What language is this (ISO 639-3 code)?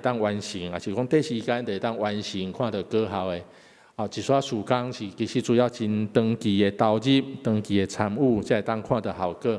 nan